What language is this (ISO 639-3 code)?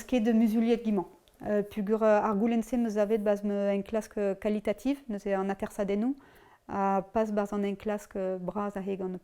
bre